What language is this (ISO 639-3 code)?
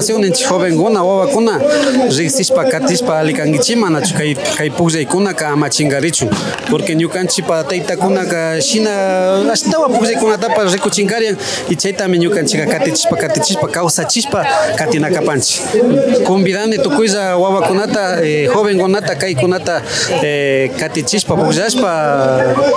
qvi